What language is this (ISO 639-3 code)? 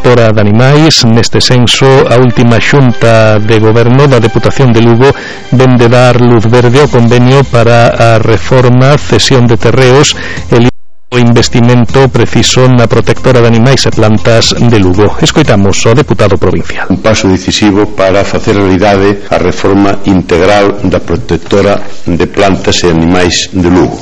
glg